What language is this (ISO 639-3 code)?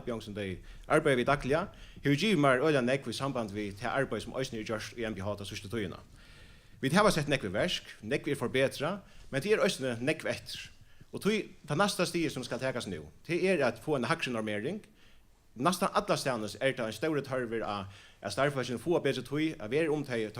fao